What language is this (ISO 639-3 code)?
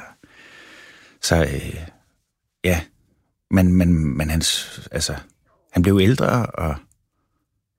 dan